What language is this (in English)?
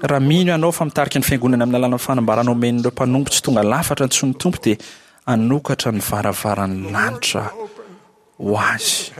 Malagasy